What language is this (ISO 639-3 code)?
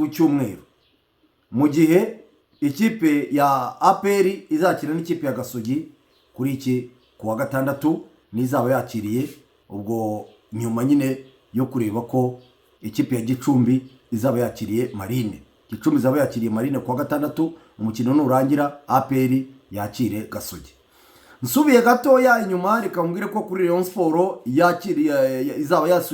kin